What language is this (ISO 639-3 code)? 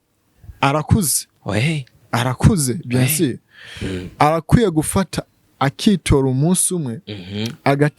run